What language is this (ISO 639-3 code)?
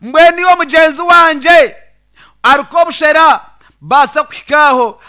nyn